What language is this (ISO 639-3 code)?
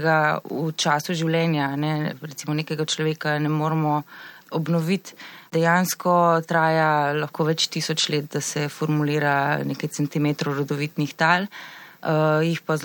slv